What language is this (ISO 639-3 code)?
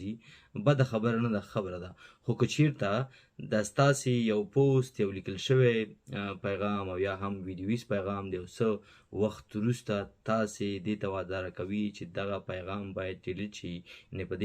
pus